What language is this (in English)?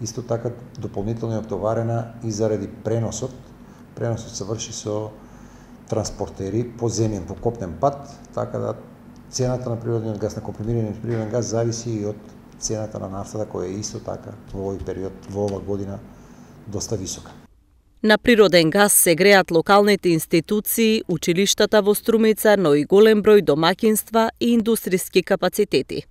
Macedonian